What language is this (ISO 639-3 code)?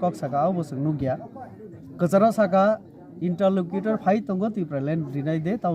trp